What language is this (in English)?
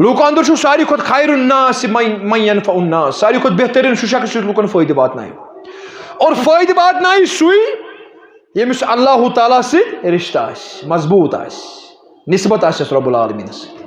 Kashmiri